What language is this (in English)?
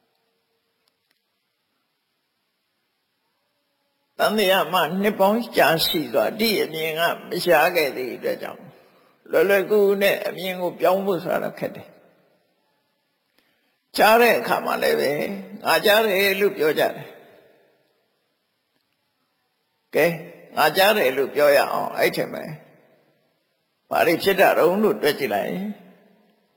Burmese